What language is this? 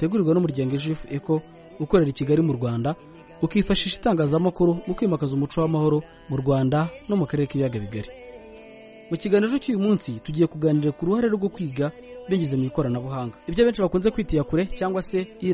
Kinyarwanda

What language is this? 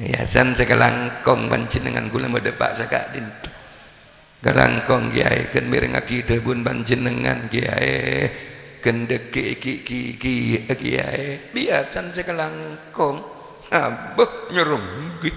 Madurese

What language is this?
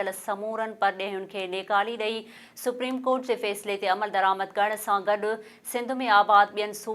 Sindhi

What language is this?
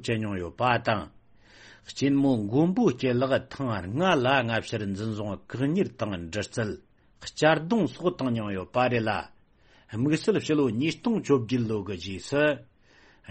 Tibetan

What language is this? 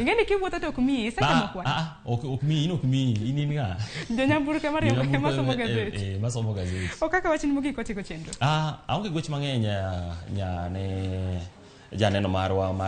Luo (Kenya and Tanzania)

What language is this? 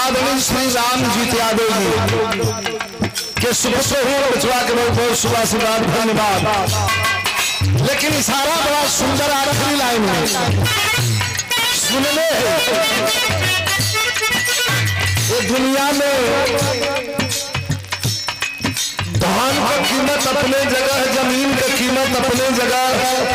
Bhojpuri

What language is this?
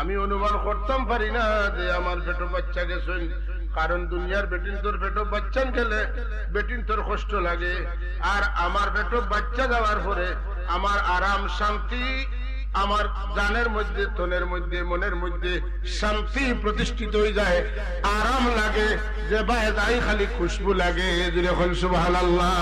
Sylheti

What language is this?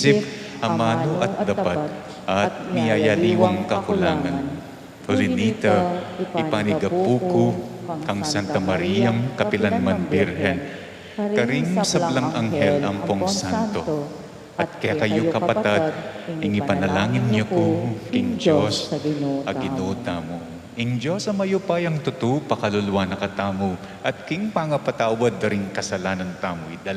Pampanga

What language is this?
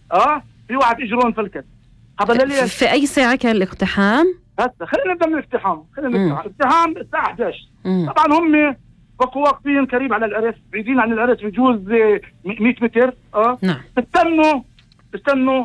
North Levantine Arabic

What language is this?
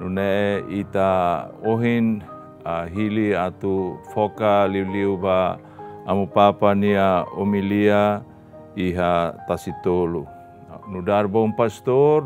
Tetum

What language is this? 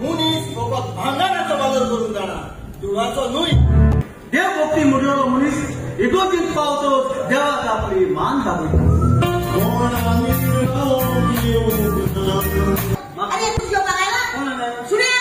Konkani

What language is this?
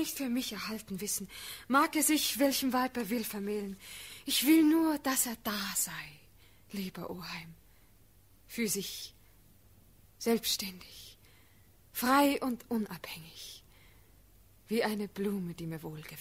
German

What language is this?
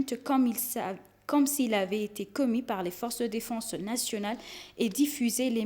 French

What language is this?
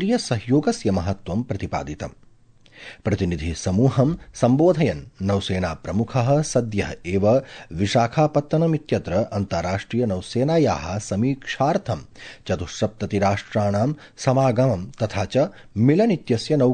Sanskrit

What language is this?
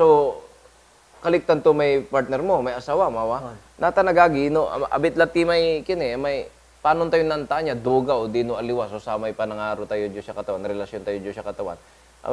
Pangasinan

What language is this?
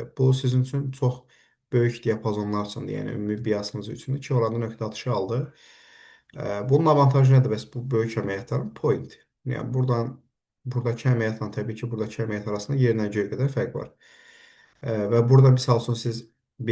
Azerbaijani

